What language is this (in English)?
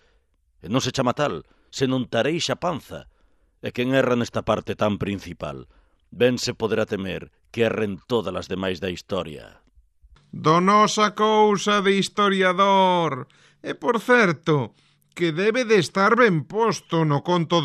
Galician